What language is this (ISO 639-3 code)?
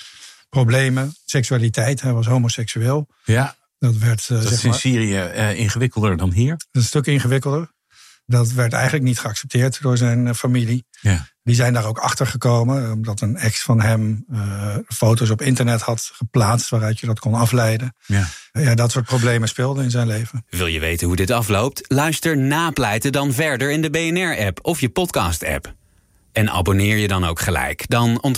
nld